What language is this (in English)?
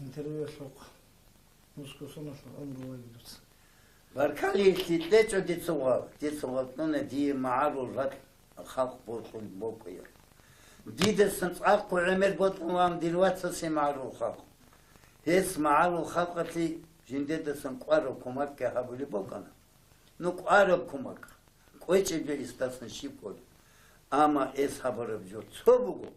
Avaric